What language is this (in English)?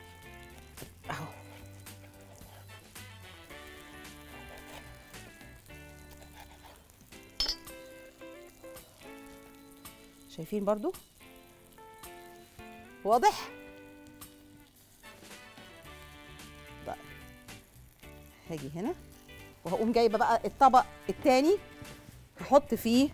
Egyptian Arabic